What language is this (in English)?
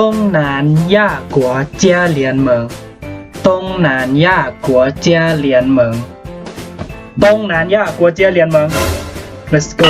Lao